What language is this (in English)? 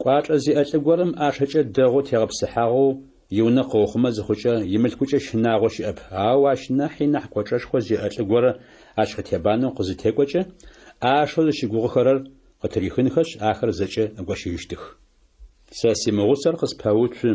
Adyghe